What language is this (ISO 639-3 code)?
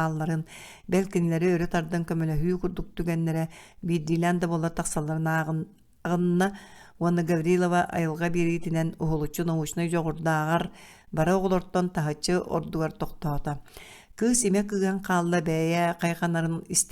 sah